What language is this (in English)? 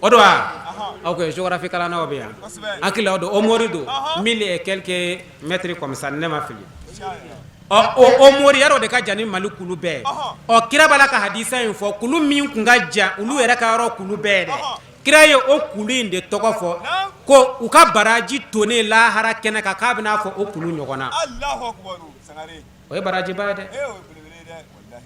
Bambara